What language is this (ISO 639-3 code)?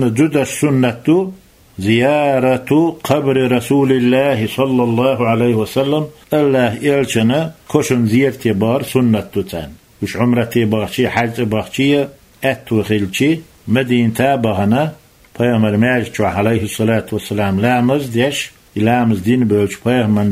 che